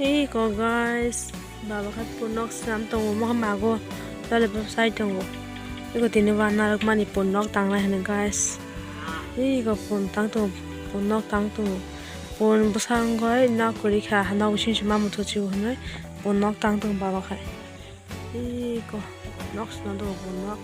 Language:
Kok Borok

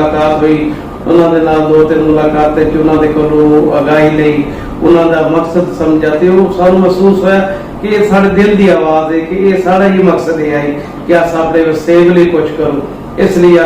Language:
Saraiki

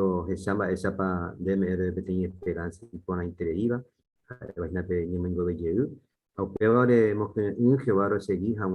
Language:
Guarani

